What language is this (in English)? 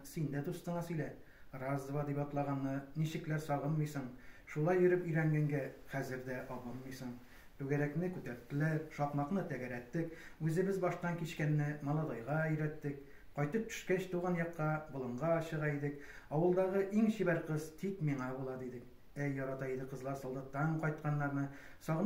Tatar